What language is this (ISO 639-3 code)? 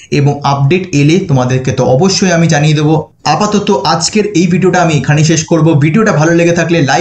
ben